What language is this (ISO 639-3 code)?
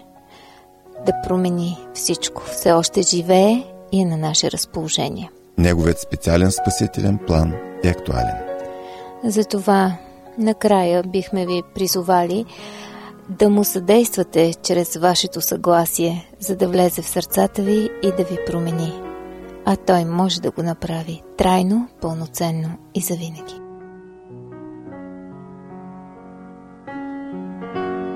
bul